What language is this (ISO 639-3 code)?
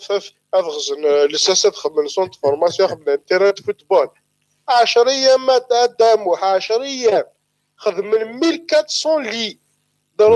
kab